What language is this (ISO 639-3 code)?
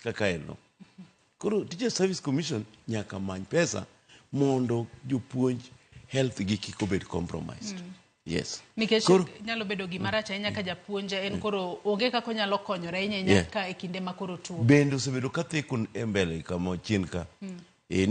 luo